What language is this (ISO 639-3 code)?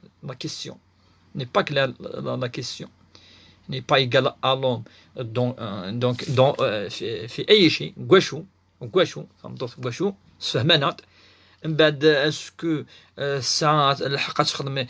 kab